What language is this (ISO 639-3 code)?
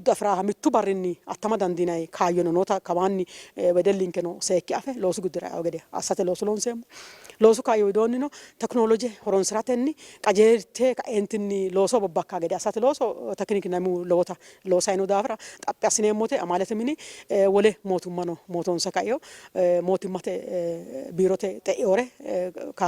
sid